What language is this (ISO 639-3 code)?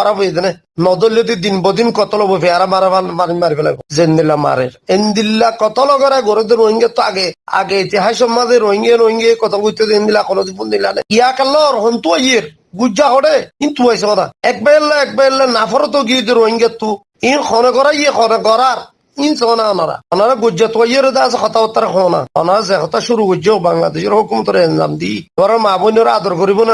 rhg